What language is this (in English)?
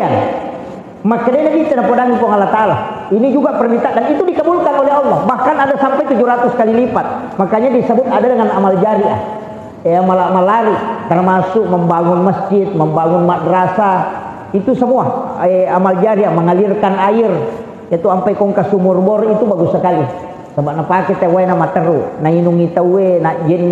Buginese